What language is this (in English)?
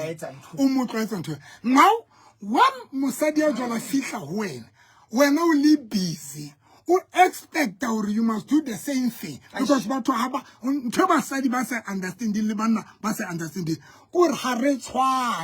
Southern Sotho